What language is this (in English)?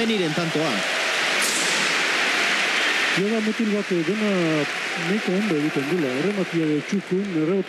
Basque